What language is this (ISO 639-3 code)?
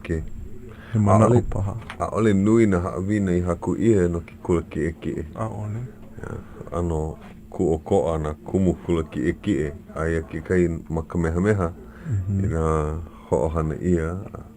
haw